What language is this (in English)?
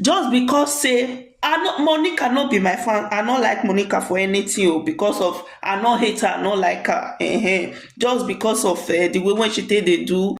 Nigerian Pidgin